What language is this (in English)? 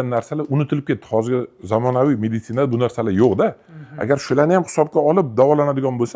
Uzbek